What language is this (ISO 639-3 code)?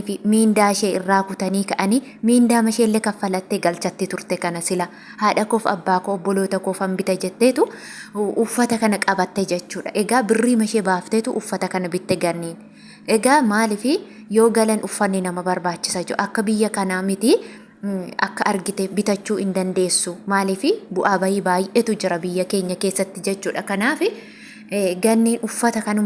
orm